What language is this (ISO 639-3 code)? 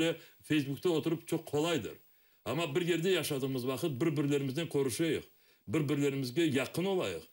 crh